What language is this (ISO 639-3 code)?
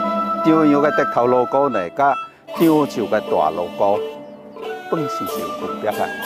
zho